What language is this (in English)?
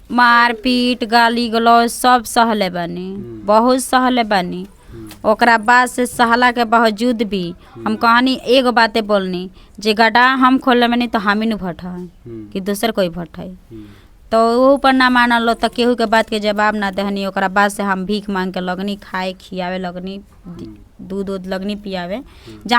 Bhojpuri